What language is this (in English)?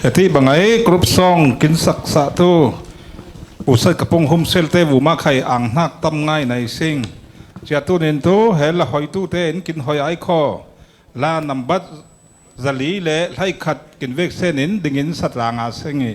Falam Chin